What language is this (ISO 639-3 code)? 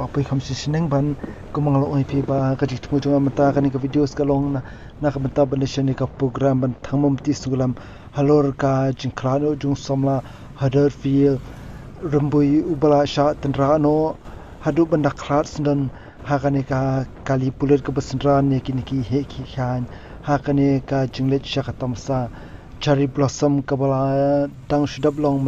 kha